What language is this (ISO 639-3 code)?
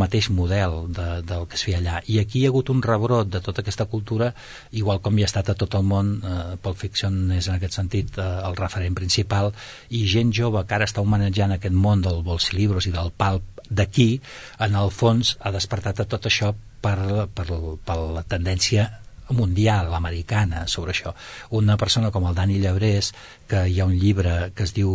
cat